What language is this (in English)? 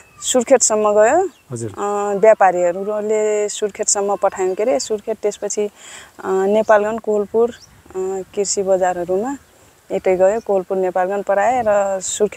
Nepali